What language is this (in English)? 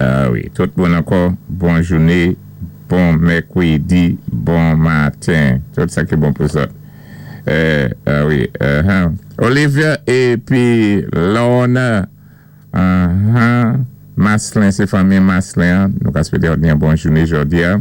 Saint Lucian Creole French